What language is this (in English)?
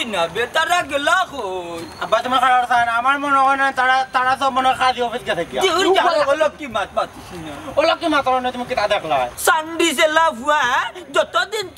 Sylheti